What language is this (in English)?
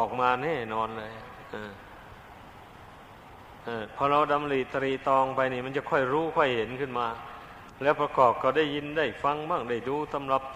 Thai